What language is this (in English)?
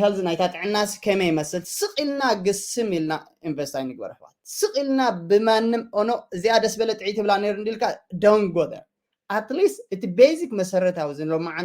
Tigrinya